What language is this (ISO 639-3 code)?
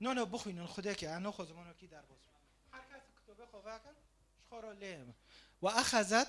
kur